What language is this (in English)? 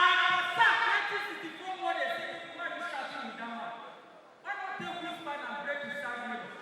Nigerian Pidgin